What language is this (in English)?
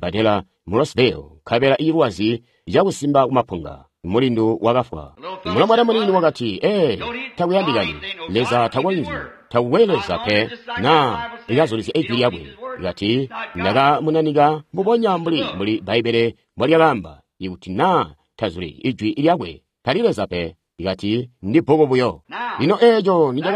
Tonga (Zambia)